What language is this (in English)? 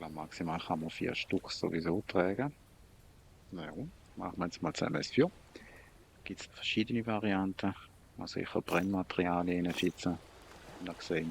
Swiss German